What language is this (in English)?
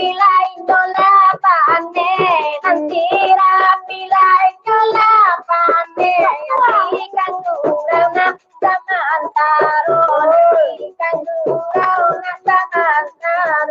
Minangkabau